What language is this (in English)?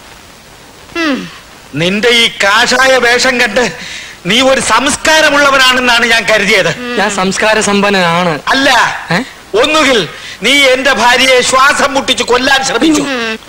Malayalam